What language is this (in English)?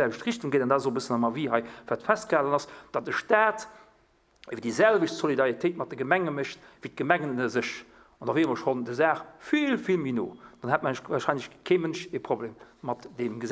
Luxembourgish